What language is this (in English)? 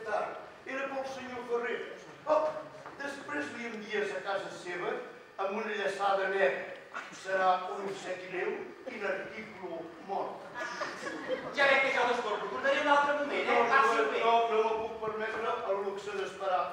Catalan